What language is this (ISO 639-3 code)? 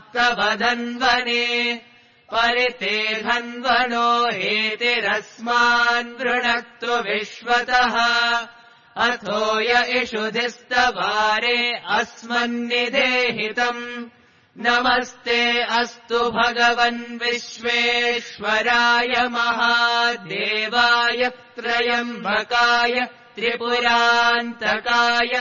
san